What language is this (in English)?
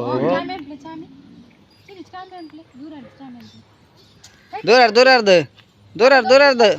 Tulu